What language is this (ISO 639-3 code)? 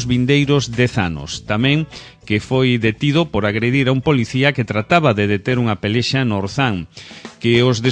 glg